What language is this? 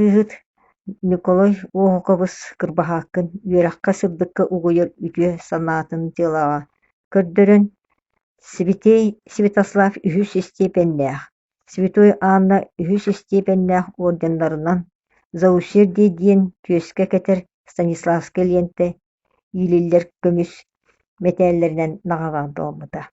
Yakut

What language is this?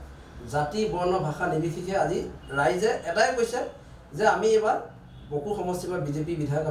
Assamese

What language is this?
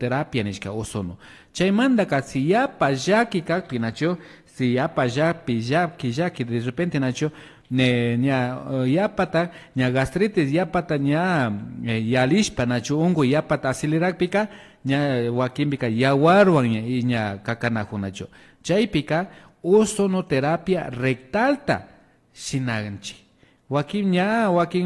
Imbabura Highland Quichua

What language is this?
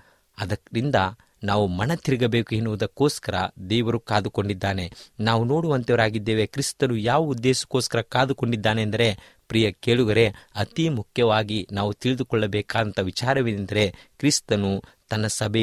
Kannada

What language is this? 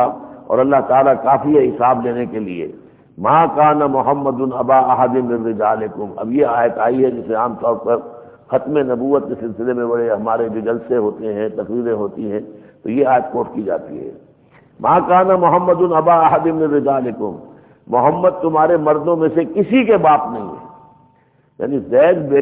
Urdu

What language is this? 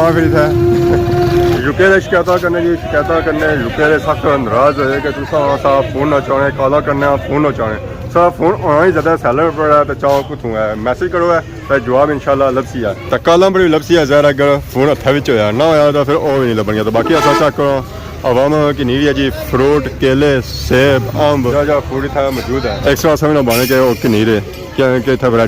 Pahari-Potwari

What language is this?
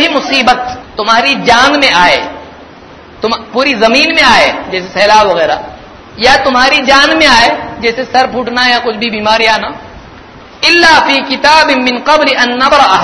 Urdu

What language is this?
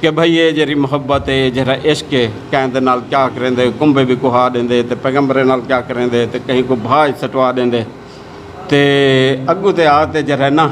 Saraiki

